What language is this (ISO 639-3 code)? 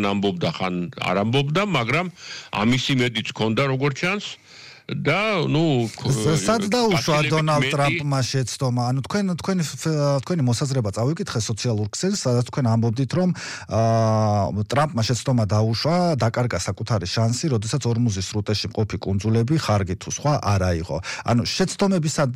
kat